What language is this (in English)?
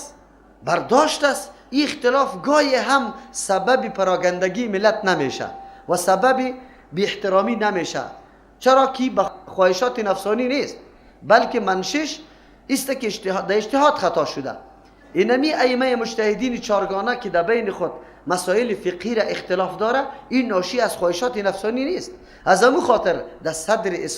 Persian